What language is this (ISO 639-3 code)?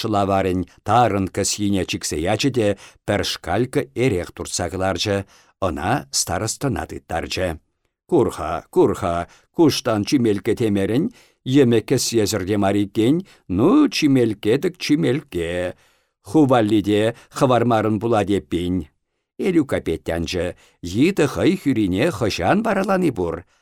chv